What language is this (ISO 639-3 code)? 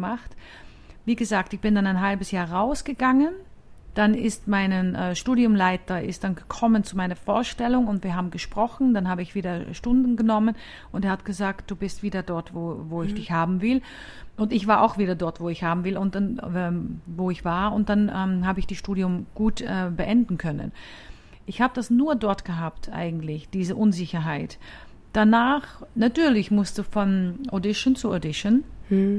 deu